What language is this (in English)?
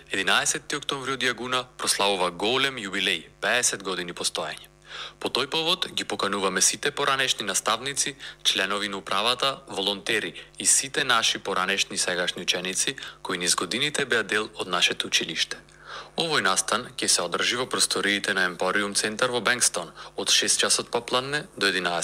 Macedonian